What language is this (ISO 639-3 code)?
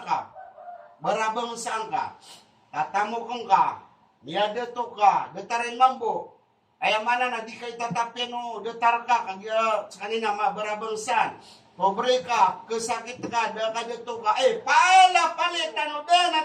mrw